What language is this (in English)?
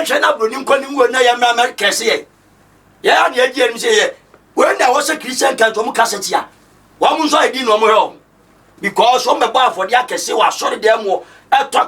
Akan